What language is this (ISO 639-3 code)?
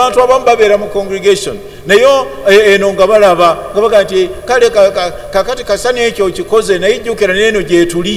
lug